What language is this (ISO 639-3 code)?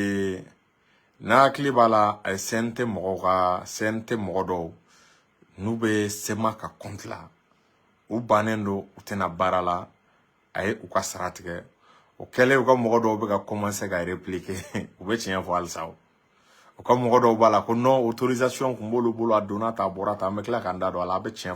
bam